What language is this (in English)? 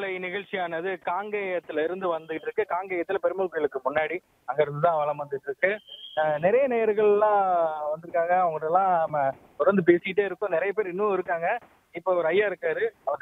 Tamil